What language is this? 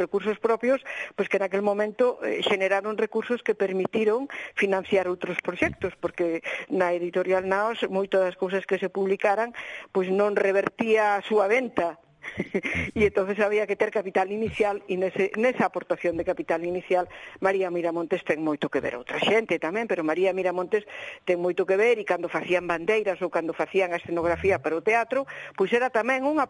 Galician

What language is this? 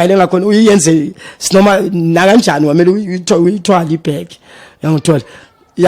Zulu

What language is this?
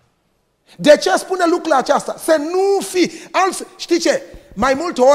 Romanian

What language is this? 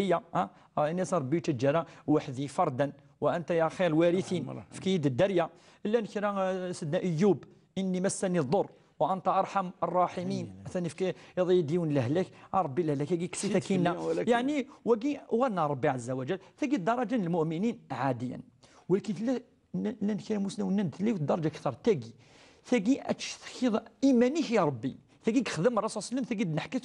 Kabyle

